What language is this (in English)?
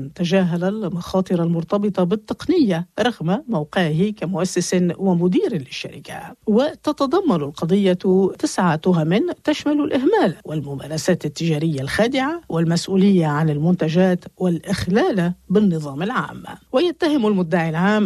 Arabic